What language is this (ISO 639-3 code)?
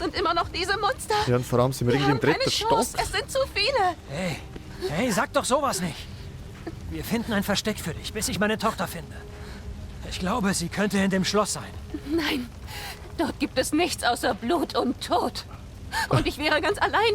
gsw